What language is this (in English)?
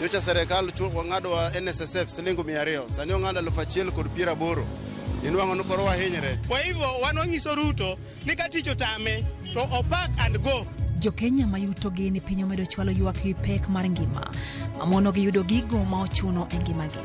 Luo (Kenya and Tanzania)